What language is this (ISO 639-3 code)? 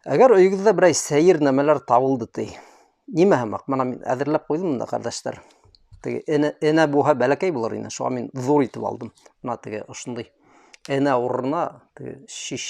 bak